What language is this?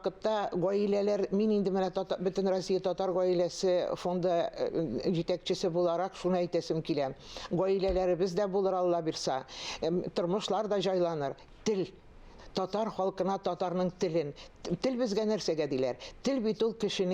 Tatar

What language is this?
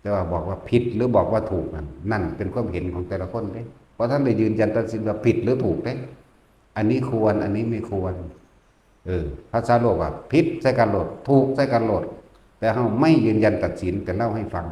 Northeastern Thai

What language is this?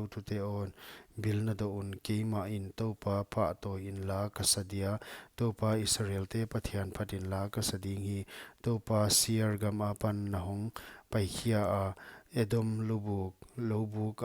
Paite Chin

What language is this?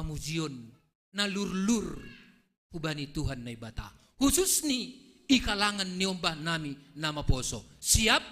Batak Simalungun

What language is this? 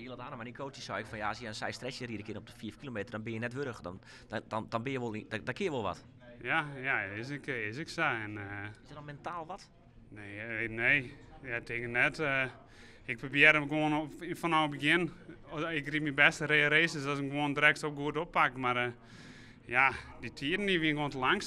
Western Frisian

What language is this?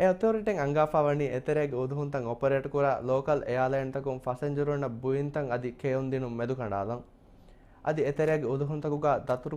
Divehi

